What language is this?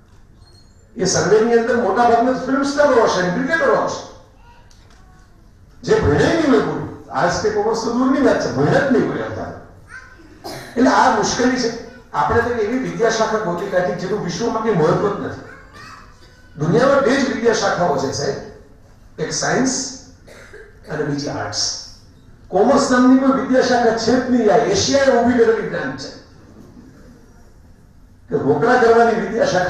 Gujarati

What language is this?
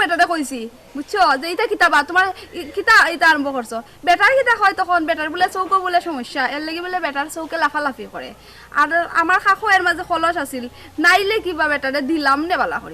Sylheti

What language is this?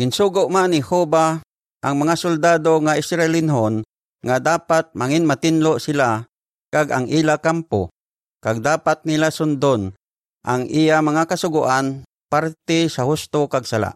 Hiligaynon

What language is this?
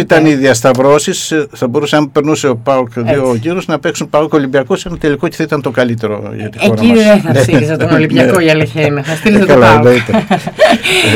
Greek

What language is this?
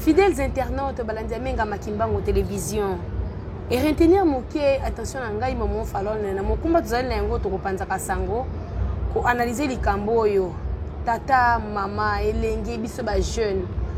Lingala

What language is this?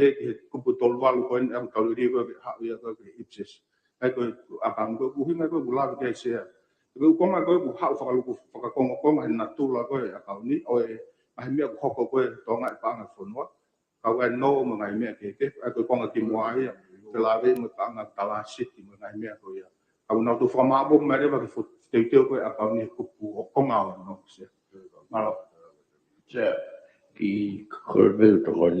Tongan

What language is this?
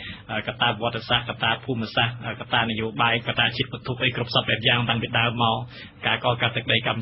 Khmer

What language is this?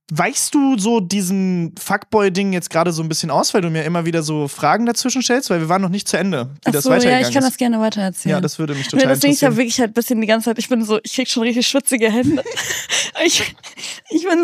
German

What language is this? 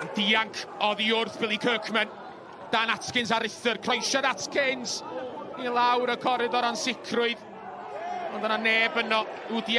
Welsh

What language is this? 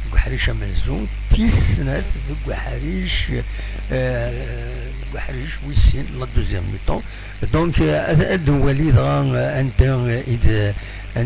Kabyle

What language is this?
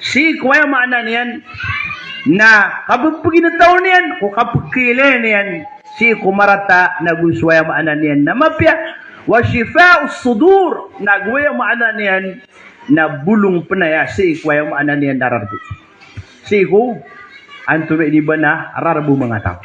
Maranao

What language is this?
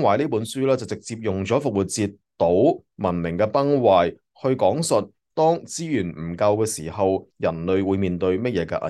Cantonese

